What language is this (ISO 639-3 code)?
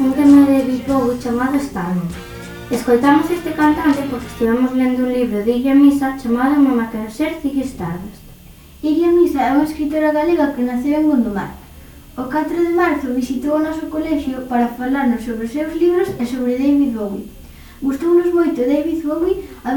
glg